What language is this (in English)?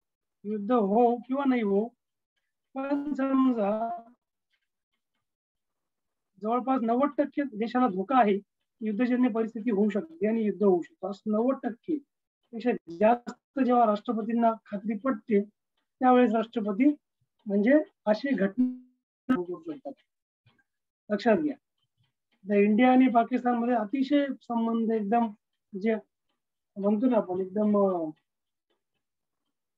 Marathi